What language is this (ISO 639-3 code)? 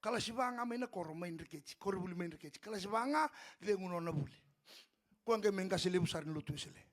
fij